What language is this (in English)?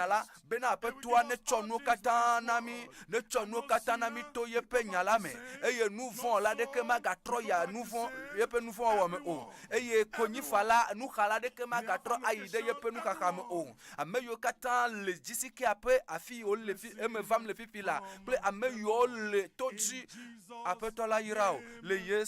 Ewe